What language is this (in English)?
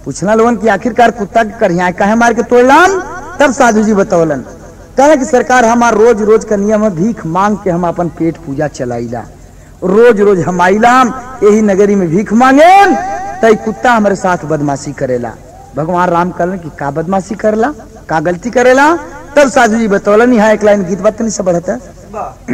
Bhojpuri